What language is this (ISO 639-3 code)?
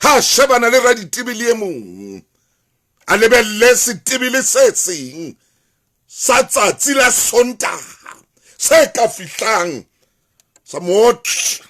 sot